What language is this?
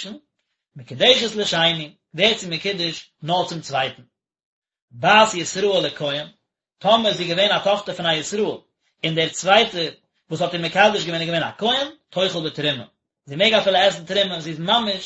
Yiddish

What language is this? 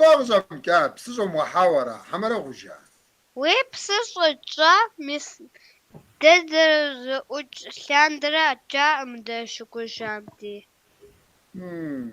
Kabardian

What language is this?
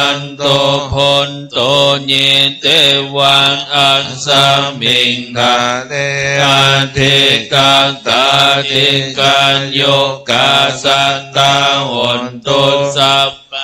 Pali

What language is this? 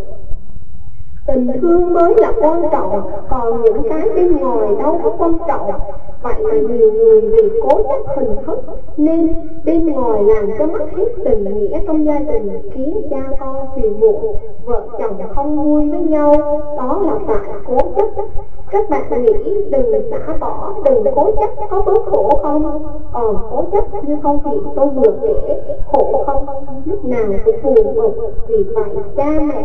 Vietnamese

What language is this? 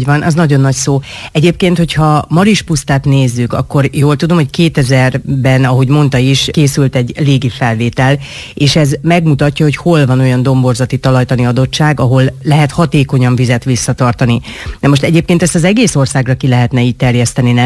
Hungarian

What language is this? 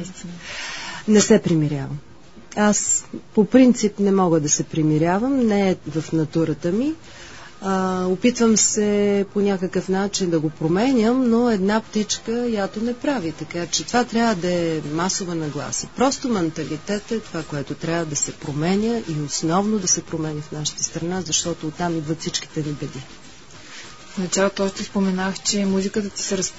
Bulgarian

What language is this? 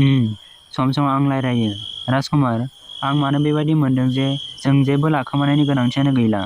Bodo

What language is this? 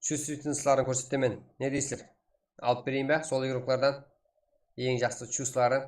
Kara-Kalpak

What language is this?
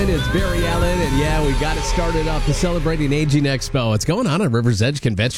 English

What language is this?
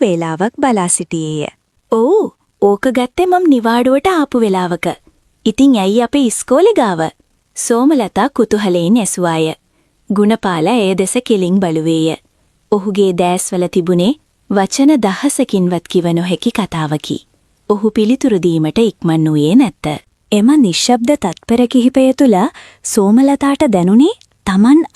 Sinhala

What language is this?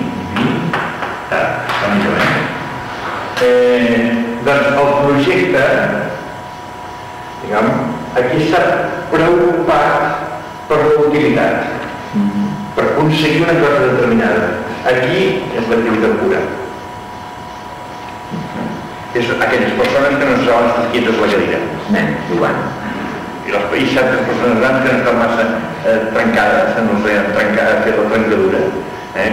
Catalan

